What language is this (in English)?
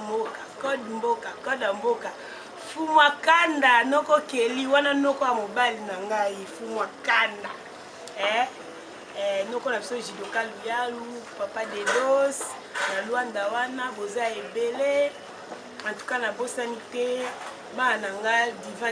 Lingala